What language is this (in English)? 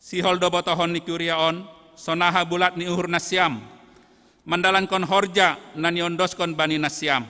Batak Simalungun